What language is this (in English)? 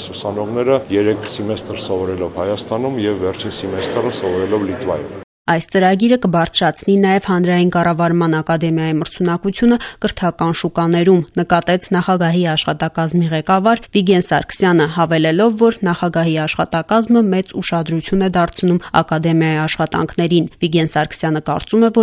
Armenian